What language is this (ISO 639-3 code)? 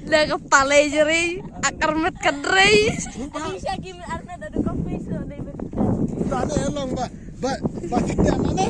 kha